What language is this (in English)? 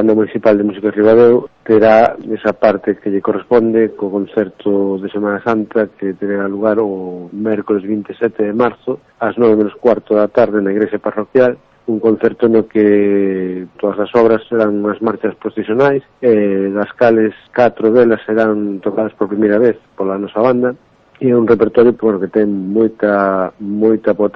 Galician